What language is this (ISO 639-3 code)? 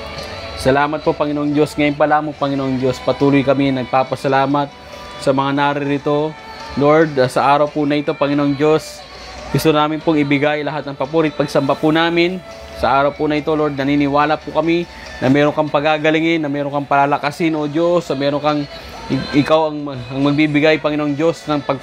fil